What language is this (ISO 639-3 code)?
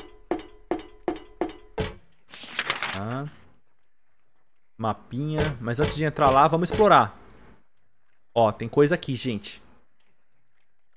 por